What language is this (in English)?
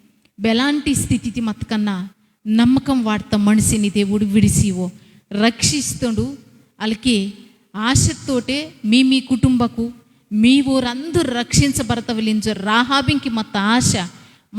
Koya